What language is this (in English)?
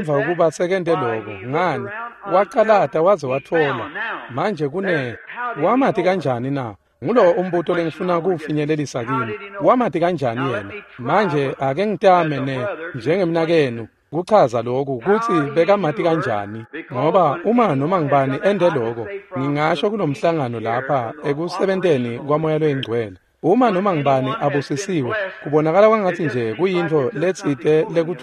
Swati